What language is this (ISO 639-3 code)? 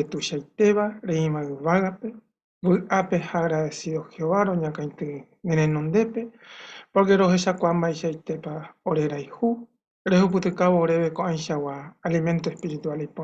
grn